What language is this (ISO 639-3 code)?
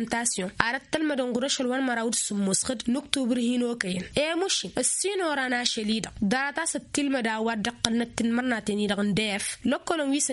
taq